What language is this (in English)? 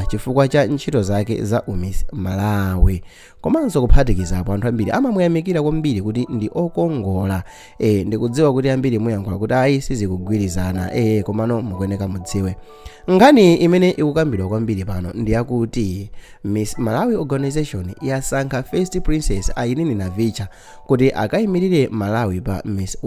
Nyanja